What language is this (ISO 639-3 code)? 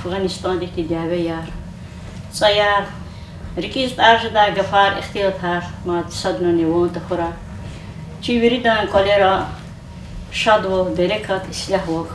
lez